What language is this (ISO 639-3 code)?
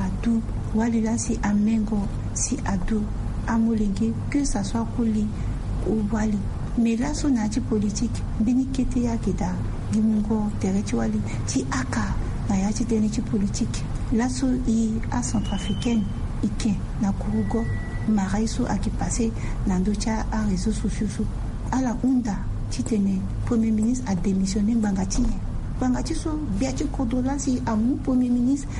sag